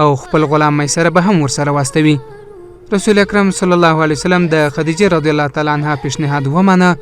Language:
Pashto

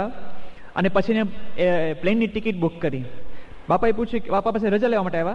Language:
Gujarati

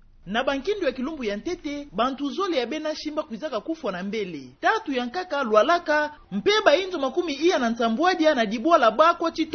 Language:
Kituba (Democratic Republic of Congo)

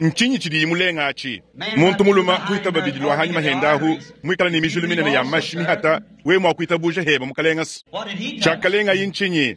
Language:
Luba-Lulua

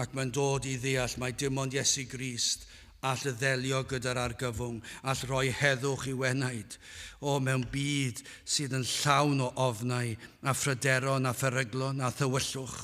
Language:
Welsh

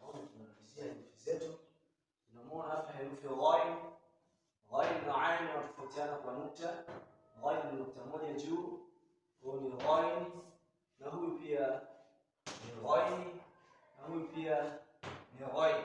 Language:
Swahili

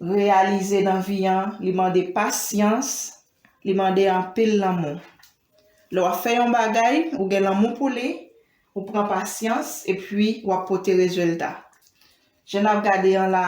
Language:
Haitian Creole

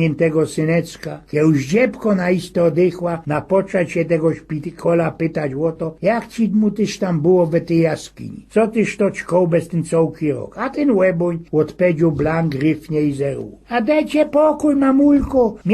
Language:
Silesian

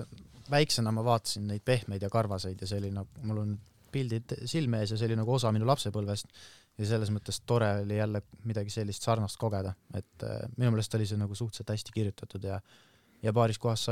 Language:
Estonian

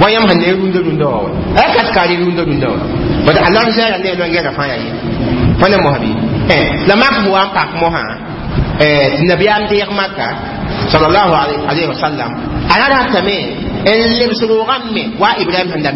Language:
Mossi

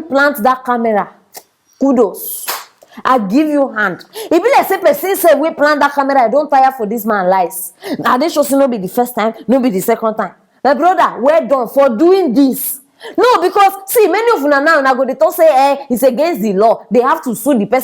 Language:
Nigerian Pidgin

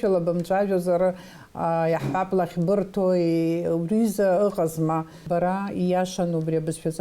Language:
Abkhazian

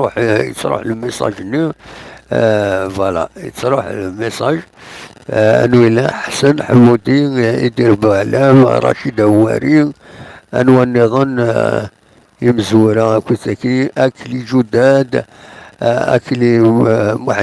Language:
Kabyle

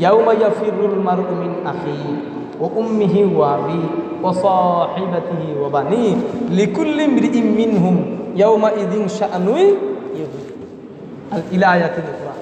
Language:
Sylheti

